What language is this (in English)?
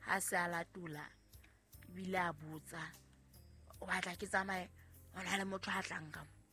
Southern Sotho